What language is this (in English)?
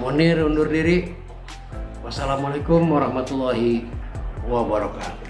Betawi